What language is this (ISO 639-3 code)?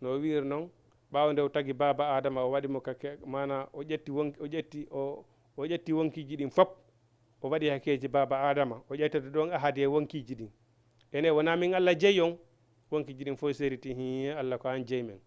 ful